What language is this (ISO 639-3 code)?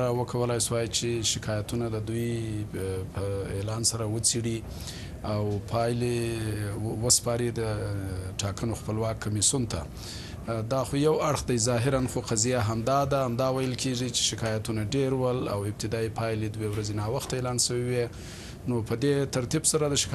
pus